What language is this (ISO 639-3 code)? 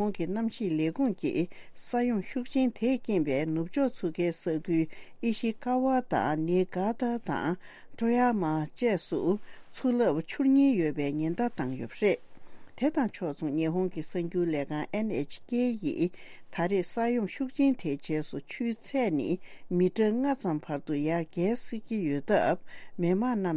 bod